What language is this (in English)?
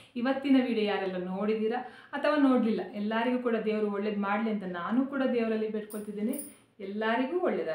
Kannada